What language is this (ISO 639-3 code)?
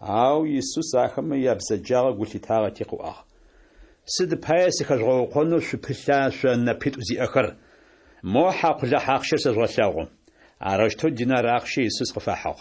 ady